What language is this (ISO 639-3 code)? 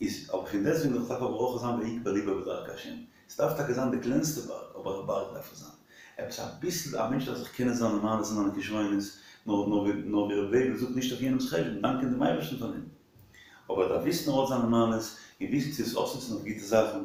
yid